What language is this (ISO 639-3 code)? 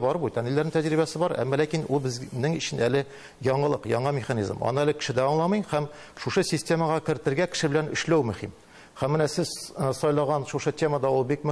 tat